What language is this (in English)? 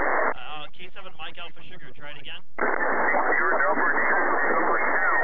English